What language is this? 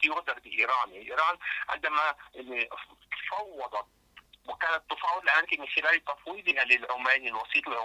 Arabic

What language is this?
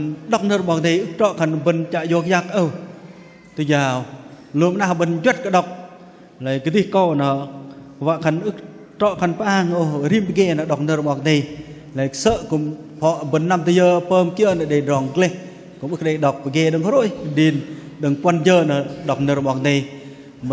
Bahnar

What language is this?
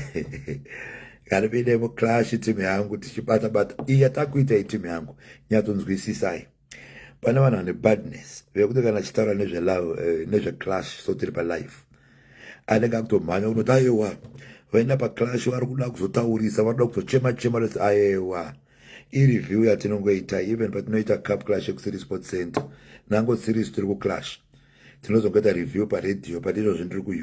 Shona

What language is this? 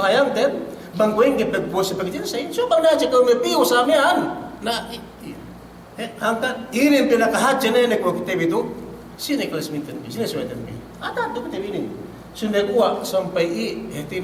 Yakan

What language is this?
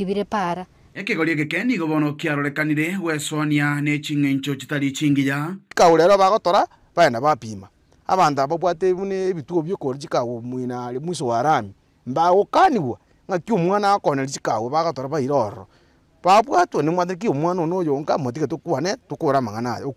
Gusii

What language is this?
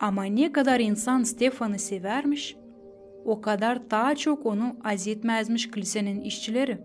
Gagauz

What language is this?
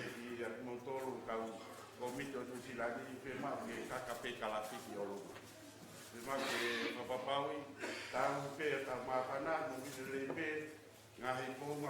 Tongan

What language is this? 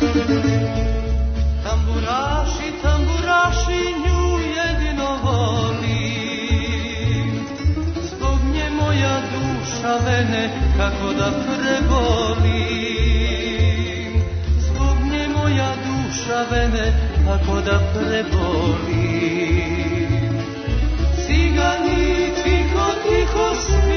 Serbian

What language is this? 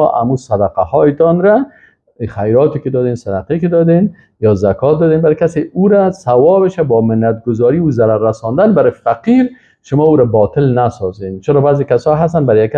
Persian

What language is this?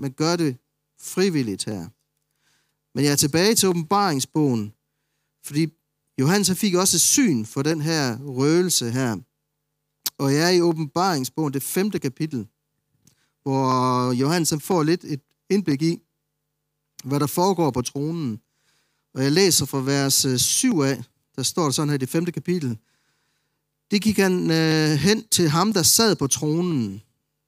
Danish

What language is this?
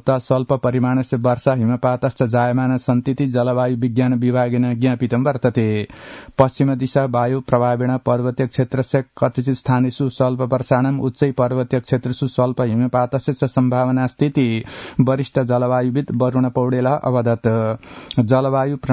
Sanskrit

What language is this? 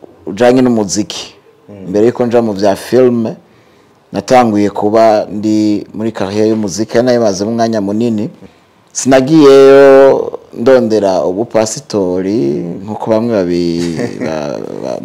Rundi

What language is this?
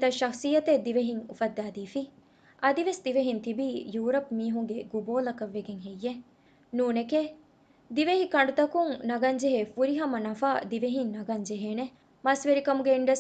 Divehi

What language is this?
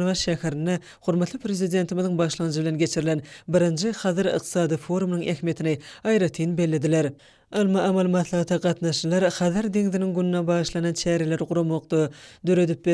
Turkmen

